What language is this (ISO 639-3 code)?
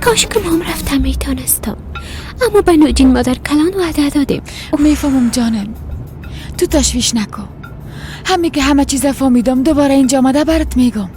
fas